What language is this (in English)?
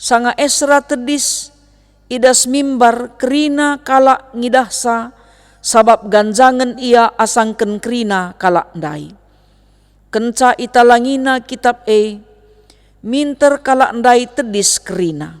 Batak Karo